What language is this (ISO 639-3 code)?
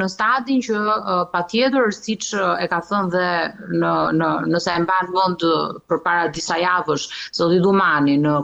sqi